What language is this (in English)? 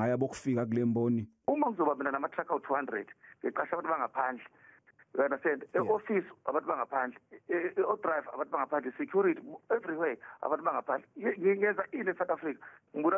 Zulu